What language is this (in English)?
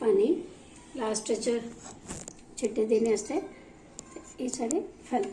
Dogri